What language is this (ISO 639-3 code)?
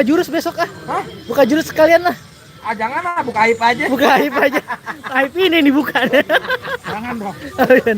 bew